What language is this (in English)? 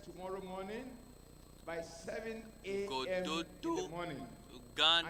Ewe